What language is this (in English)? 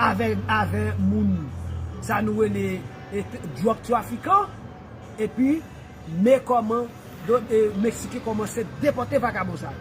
Haitian Creole